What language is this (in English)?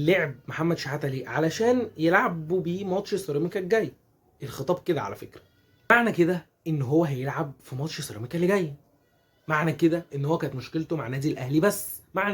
Egyptian Arabic